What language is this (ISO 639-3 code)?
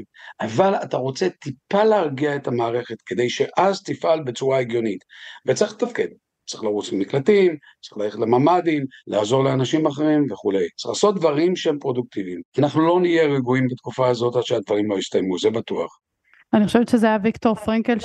heb